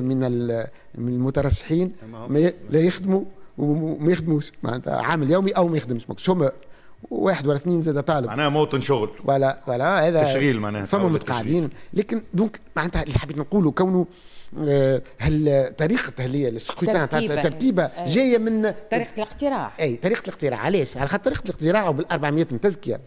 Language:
Tunisian Arabic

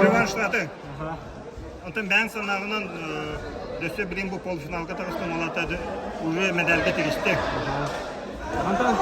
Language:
Yakut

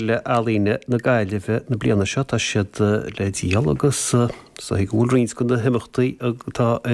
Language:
Irish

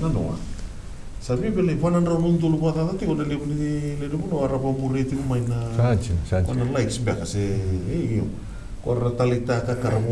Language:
Fijian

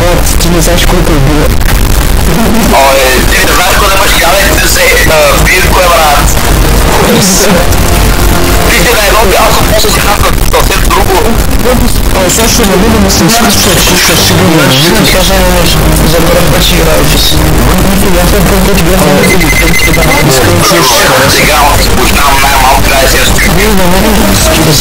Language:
Bulgarian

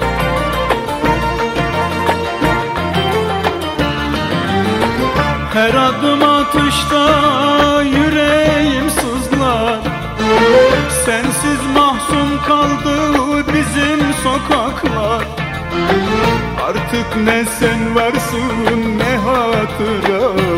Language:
Turkish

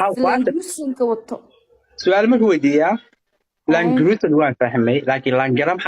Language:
Somali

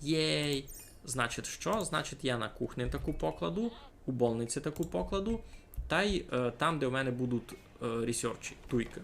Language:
Rusyn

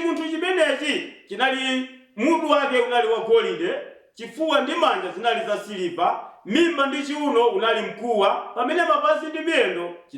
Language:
Nyanja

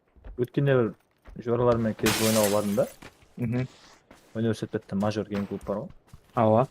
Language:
Kara-Kalpak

